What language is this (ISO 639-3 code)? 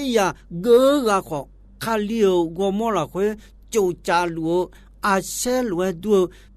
ahk